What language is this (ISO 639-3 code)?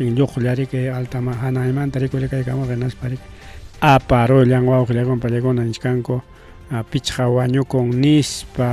quy